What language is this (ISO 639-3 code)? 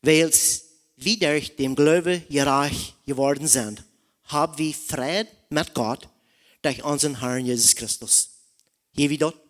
pdt